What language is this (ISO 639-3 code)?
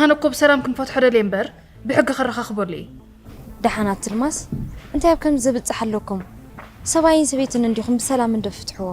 tir